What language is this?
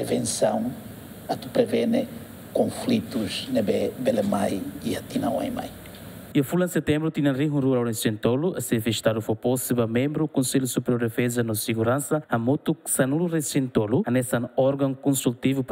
Tetum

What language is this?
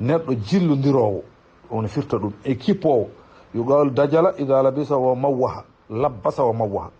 Fula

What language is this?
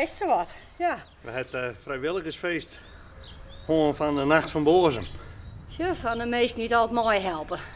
Western Frisian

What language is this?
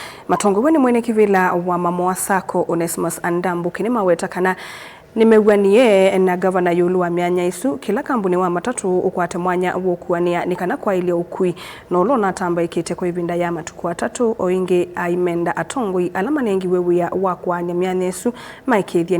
Kamba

